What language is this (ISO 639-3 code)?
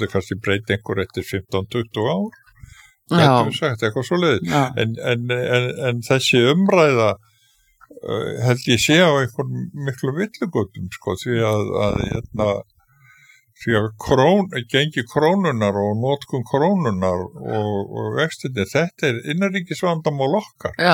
isl